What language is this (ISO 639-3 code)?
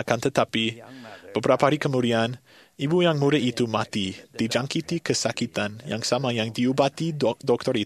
msa